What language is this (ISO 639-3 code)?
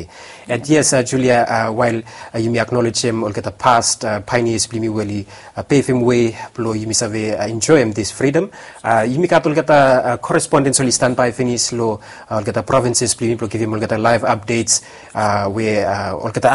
bis